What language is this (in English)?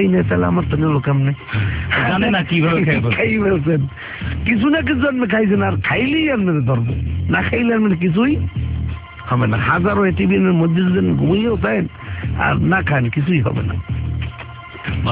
Bangla